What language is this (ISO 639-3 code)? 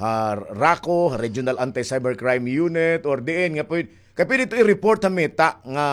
war